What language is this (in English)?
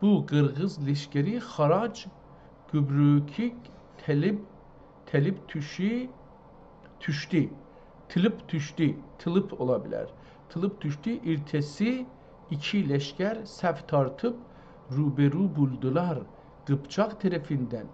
South Azerbaijani